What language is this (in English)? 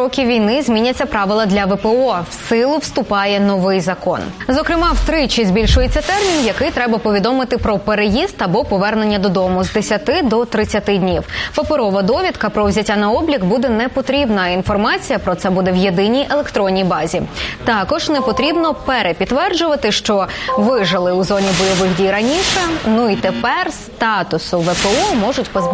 Ukrainian